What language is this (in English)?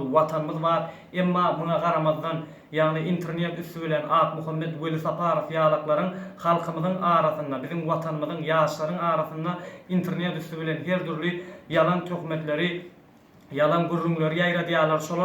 Turkmen